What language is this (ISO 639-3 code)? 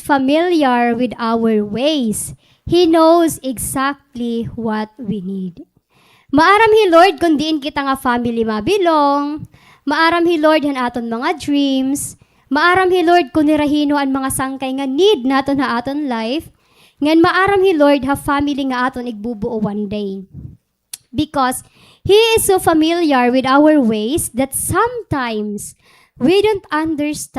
war